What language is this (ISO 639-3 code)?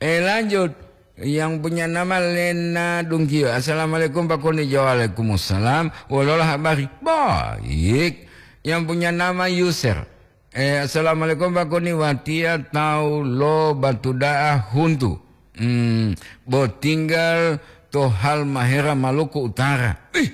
gor